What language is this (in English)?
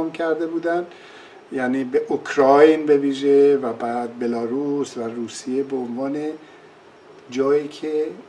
Persian